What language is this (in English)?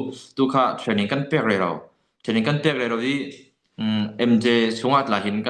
Falam Chin